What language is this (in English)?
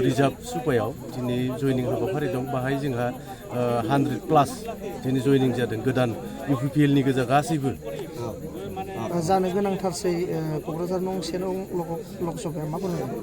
Bodo